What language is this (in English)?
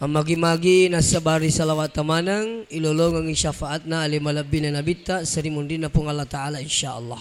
Buginese